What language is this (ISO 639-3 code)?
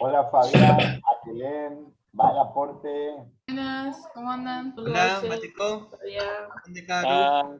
grn